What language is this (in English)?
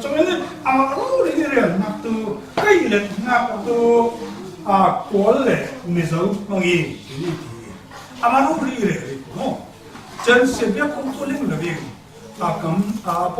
Falam Chin